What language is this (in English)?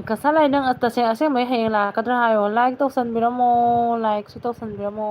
Manipuri